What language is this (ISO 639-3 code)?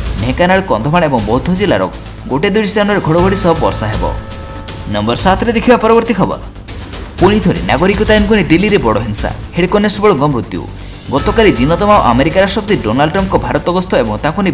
ori